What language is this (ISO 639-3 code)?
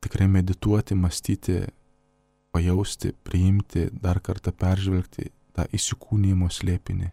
lit